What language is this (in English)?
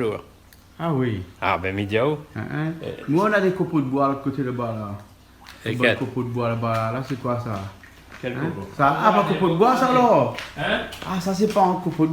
Réunion Creole French